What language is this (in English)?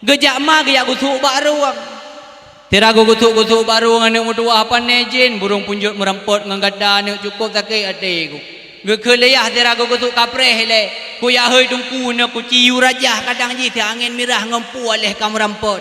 Achinese